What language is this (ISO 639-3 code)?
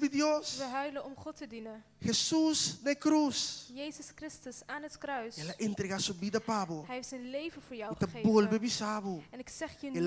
pap